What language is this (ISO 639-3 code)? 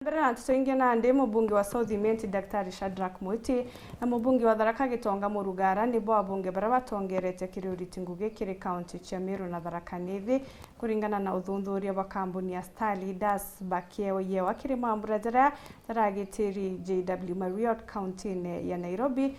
mer